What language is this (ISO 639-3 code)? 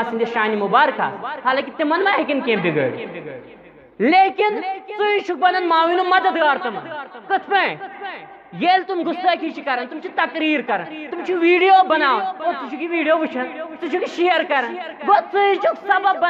kas